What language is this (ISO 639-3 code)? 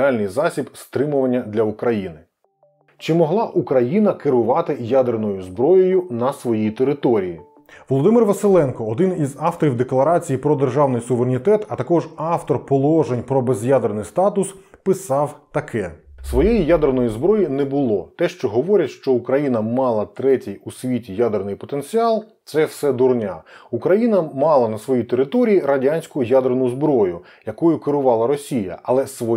ukr